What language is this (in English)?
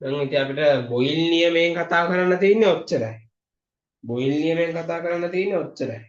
Sinhala